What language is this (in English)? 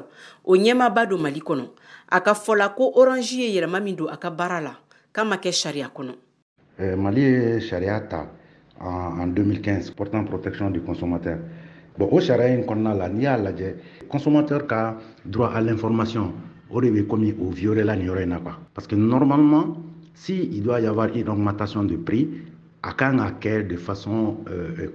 Bambara